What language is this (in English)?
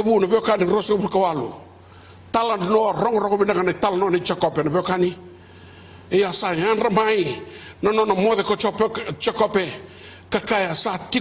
Fijian